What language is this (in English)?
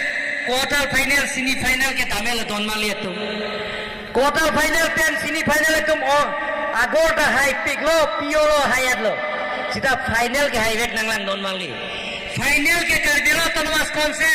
Karbi